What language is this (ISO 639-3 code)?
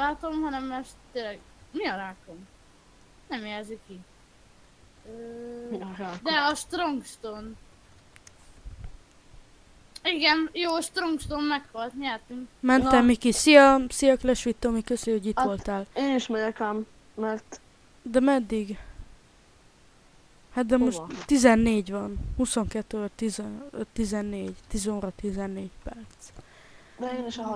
hun